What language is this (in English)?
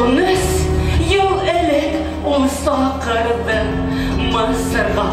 Bashkir